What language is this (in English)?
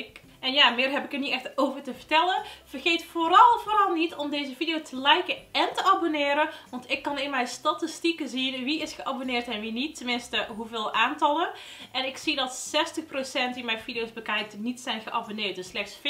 Dutch